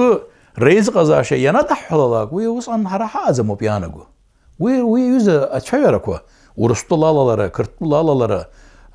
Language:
Abkhazian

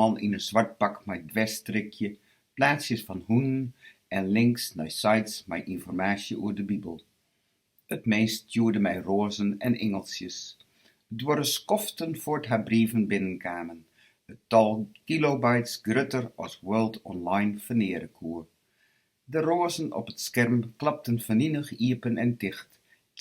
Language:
Western Frisian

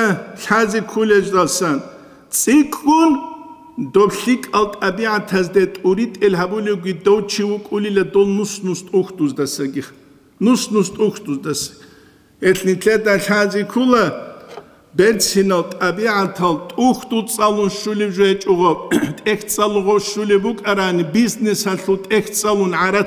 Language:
Avaric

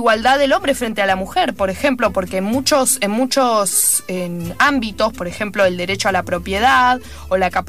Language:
Spanish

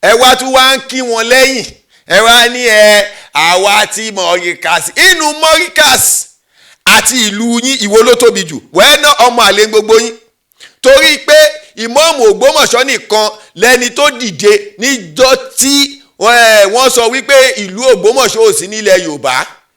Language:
Yoruba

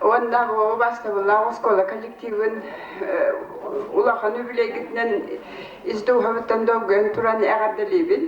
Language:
Yakut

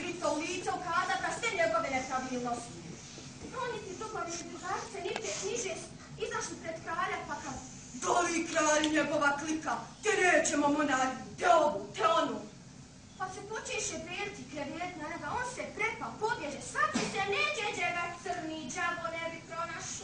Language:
Bosnian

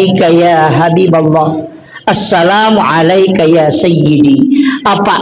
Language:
Buginese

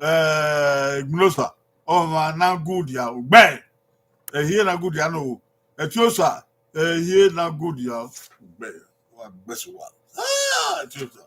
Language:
Bini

